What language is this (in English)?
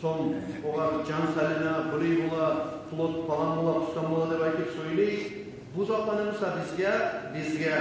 Kumyk